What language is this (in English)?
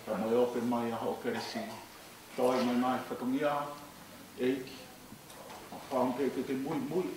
Tongan